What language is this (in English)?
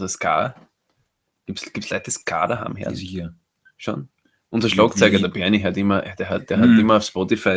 Bavarian